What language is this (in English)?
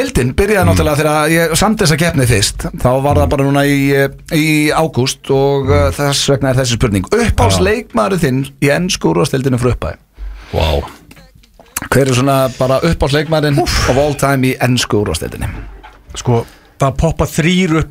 Icelandic